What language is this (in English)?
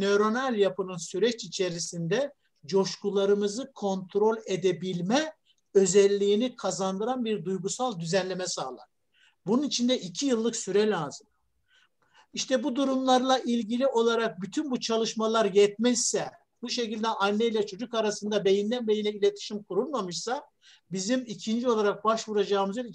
Turkish